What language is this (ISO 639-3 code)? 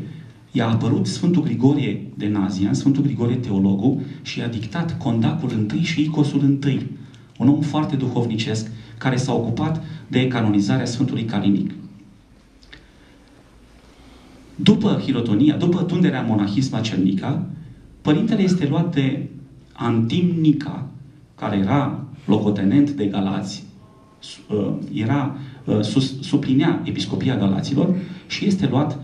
ron